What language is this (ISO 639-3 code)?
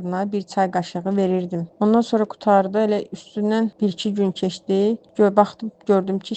aze